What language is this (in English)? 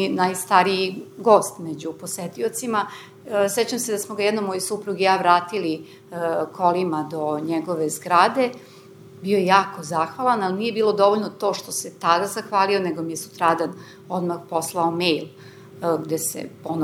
Serbian